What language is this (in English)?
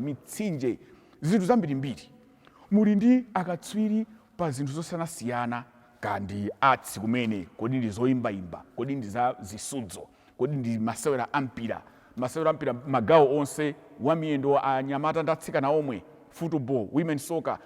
Nyanja